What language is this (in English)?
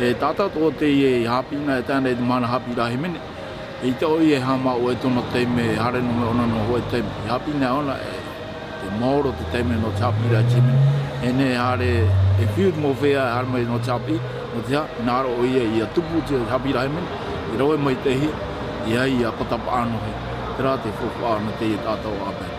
Tahitian